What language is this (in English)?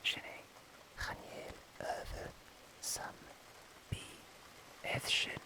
Scottish Gaelic